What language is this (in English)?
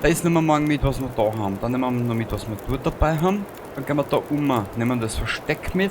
Bavarian